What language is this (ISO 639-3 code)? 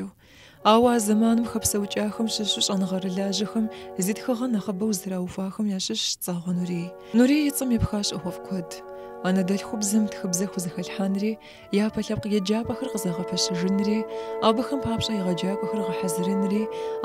kbd